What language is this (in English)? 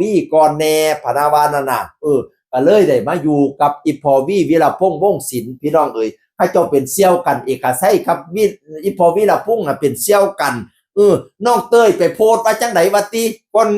Northeastern Thai